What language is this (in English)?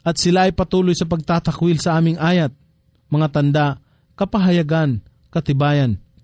Filipino